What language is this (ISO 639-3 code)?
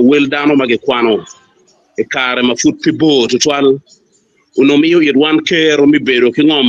ach